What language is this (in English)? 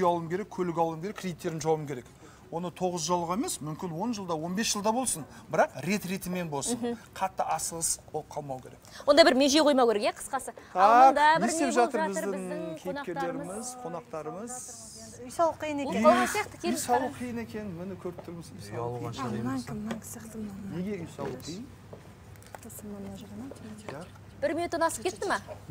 Kazakh